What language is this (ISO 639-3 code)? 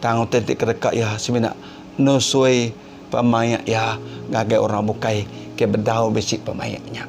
iba